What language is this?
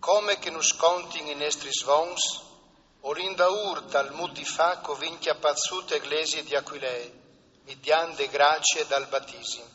Friulian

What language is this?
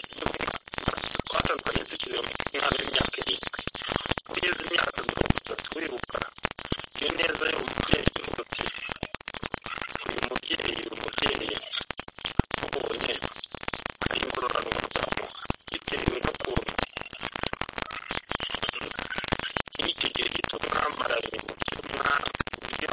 Kinyarwanda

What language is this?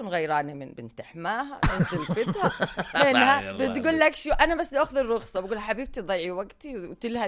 North Levantine Arabic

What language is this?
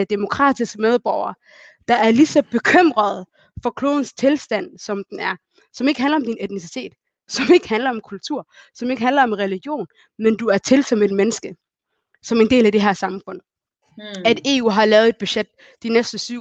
Danish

